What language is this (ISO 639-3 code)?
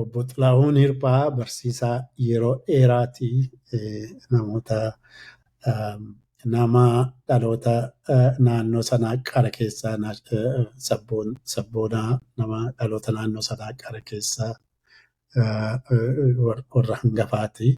orm